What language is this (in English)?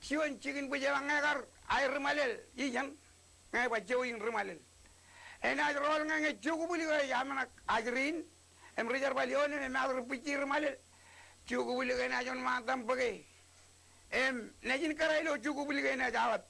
Marshallese